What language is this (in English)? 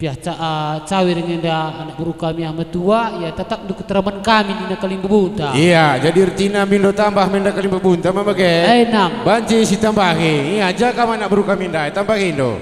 Batak Karo